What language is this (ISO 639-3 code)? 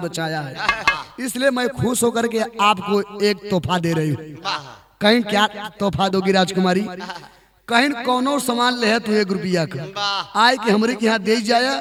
bho